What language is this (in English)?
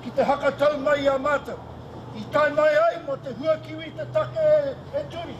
Māori